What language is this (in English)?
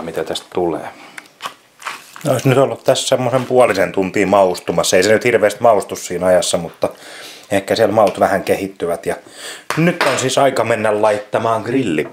Finnish